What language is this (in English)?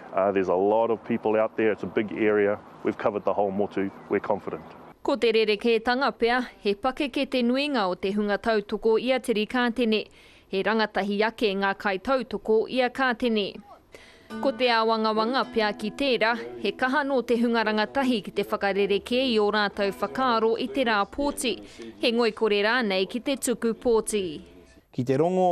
Māori